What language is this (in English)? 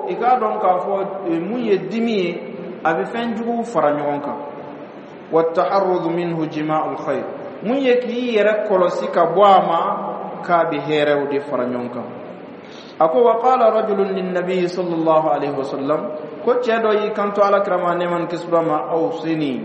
Dyula